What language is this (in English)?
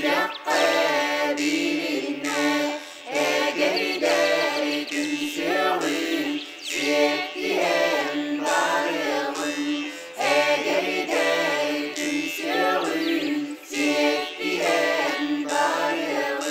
Yakut